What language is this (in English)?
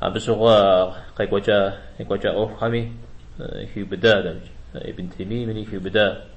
Kabardian